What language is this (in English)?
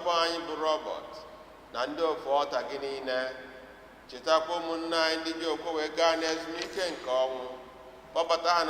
Igbo